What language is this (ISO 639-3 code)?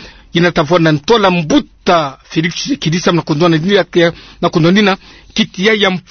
ktu